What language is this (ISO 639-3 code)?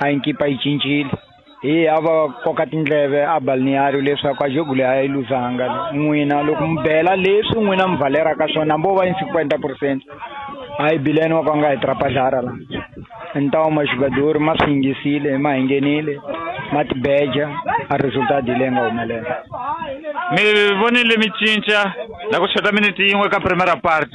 tso